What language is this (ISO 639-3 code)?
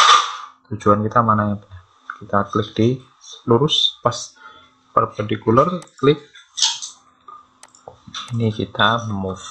ind